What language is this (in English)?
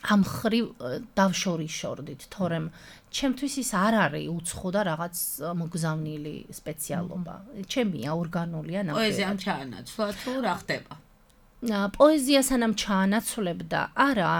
Georgian